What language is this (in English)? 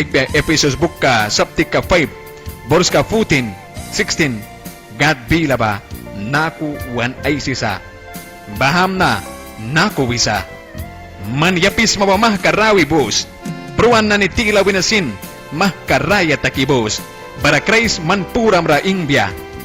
Mískito